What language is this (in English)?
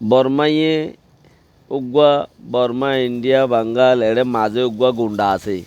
Rohingya